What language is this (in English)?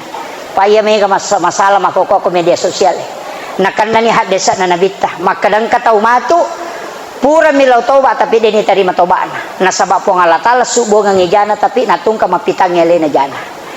Buginese